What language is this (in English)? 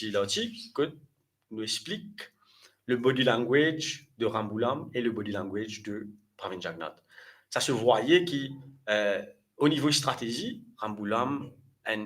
Morisyen